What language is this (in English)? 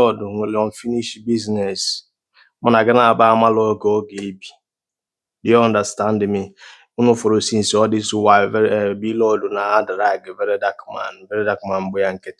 Igbo